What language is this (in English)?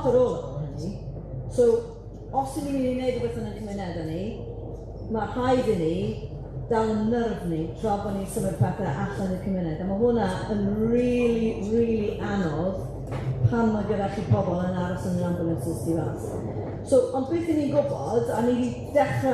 Welsh